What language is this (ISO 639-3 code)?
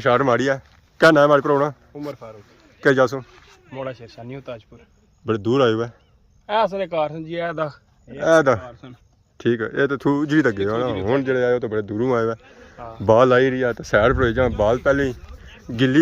phr